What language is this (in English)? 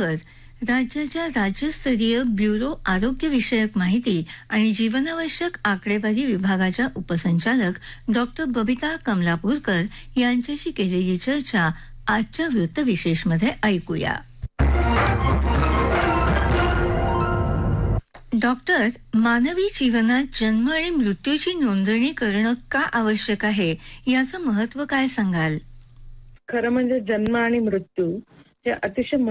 Marathi